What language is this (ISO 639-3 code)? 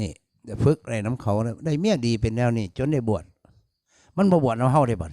tts